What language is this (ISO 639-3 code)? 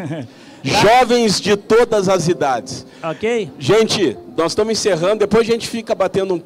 por